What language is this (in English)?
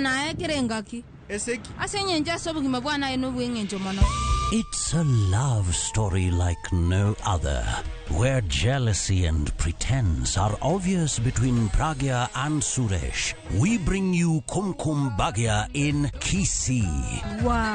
Luo (Kenya and Tanzania)